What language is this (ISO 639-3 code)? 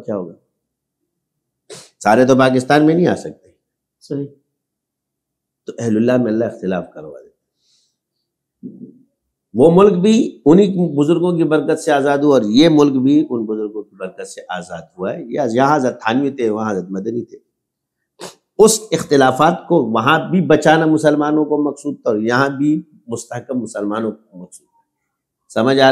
urd